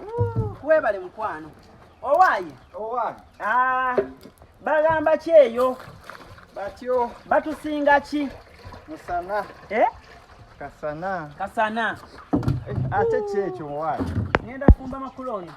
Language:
Ganda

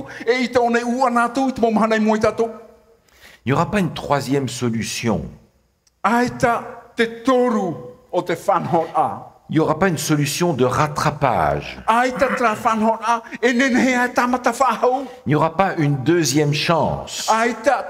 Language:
Tahitian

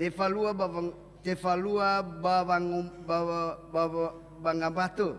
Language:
Nias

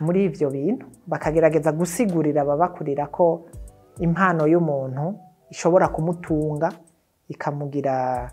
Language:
Rundi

